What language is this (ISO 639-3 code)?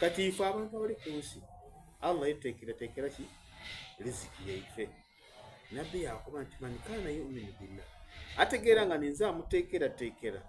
xog